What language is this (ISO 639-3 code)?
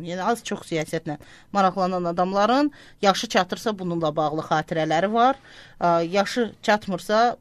aze